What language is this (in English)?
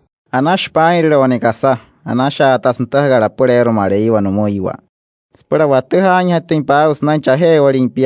Wayuu